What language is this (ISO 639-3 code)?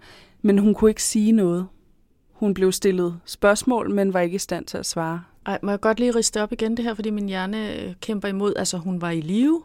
dan